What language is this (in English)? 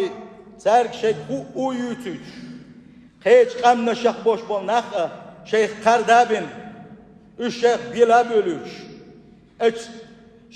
Chechen